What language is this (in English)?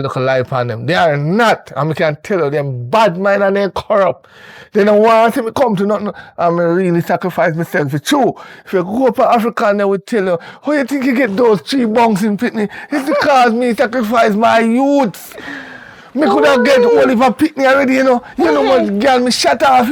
Jamaican Creole English